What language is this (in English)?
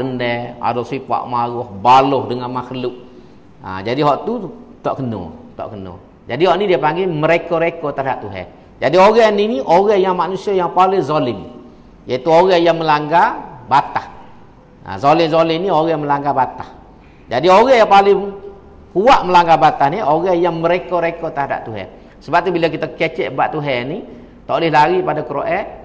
Malay